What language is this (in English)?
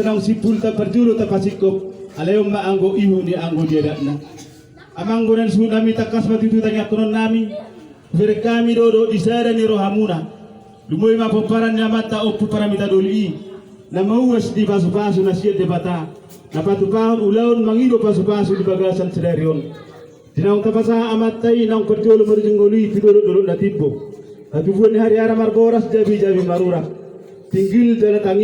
Batak Toba